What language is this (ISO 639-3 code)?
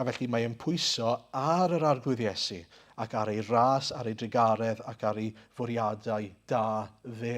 cym